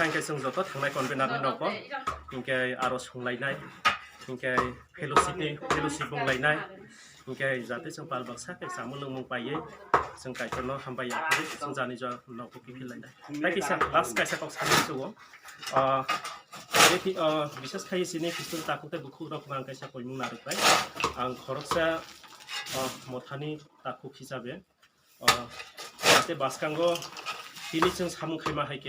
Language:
Kok Borok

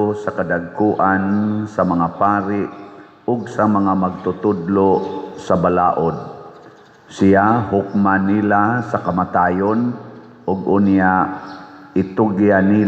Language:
Cebuano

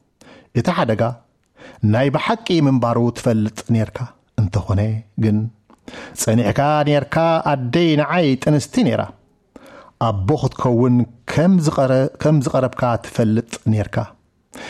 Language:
Tigrinya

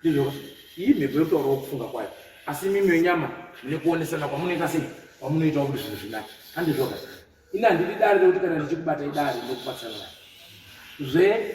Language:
Shona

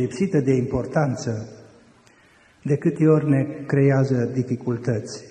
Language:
Romanian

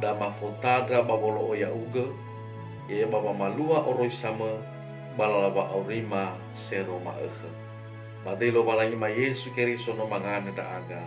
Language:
Nias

